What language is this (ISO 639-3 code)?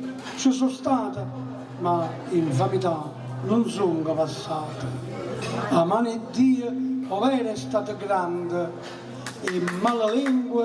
nap